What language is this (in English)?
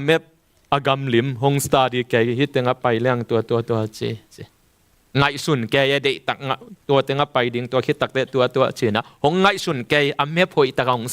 Tedim Chin